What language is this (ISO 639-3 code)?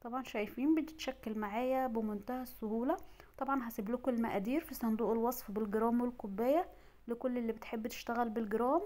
arz